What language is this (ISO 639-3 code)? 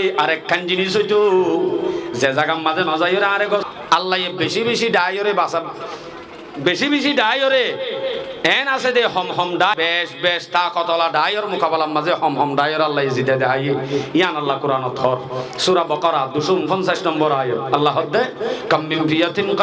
rhg